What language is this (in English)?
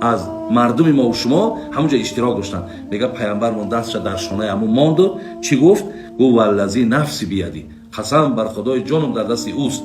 Tajik